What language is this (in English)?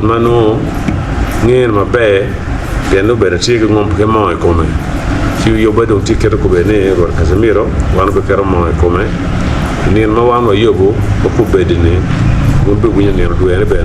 Acoli